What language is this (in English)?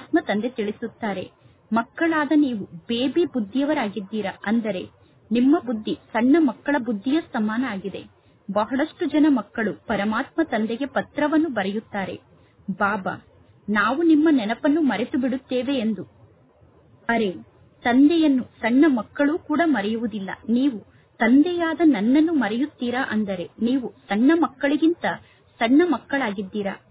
Kannada